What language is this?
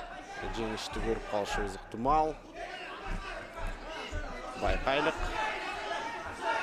Kyrgyz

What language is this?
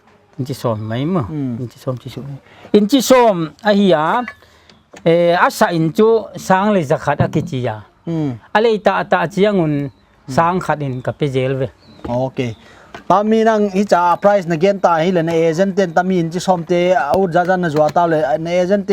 Paite Chin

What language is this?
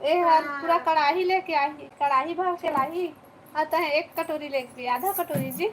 Chhattisgarhi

